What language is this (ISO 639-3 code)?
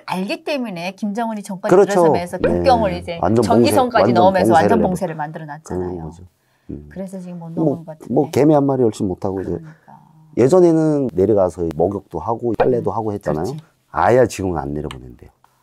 kor